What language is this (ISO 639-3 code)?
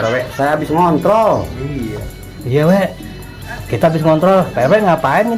bew